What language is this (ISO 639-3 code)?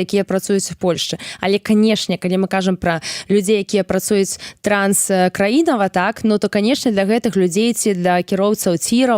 bel